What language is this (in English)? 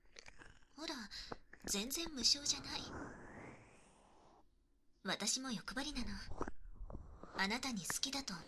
Japanese